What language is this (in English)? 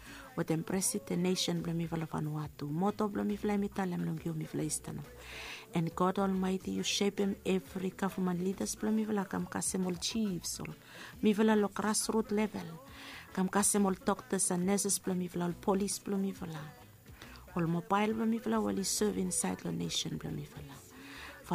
Bislama